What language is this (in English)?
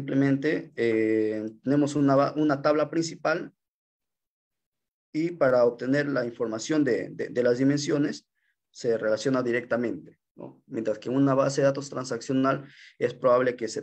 Spanish